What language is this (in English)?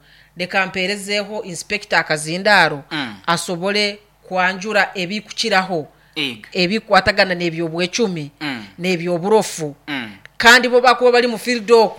Nyoro